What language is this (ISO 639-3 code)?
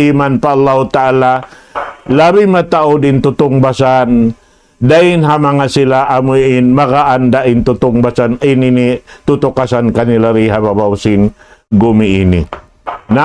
tsg